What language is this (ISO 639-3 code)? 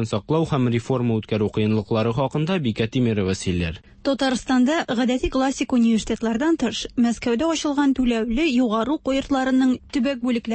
tat